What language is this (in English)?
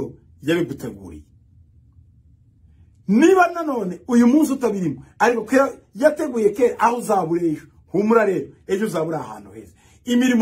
Kinyarwanda